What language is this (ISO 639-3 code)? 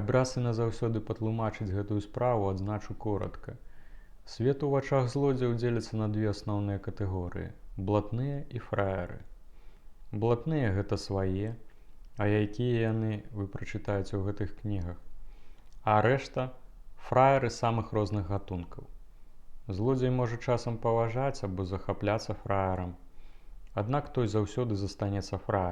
bel